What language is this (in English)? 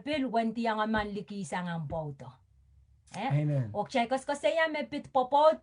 Pohnpeian